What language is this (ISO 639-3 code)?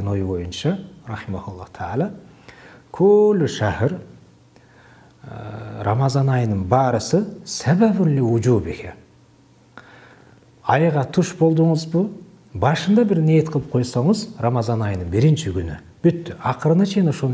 kir